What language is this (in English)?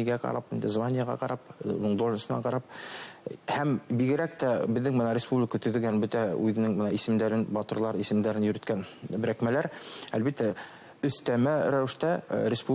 Bashkir